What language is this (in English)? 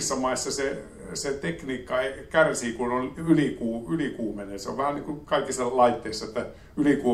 Finnish